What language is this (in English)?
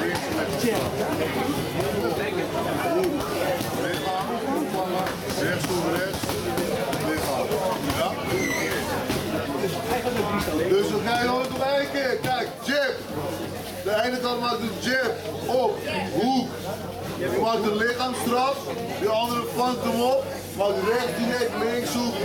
Dutch